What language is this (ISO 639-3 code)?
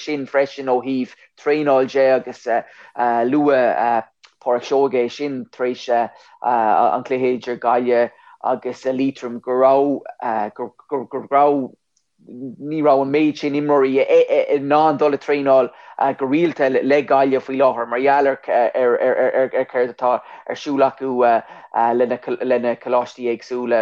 gle